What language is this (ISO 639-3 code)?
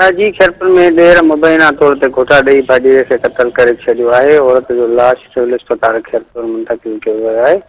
snd